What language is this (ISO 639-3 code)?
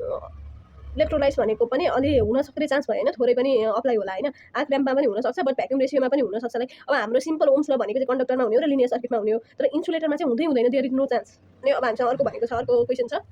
nep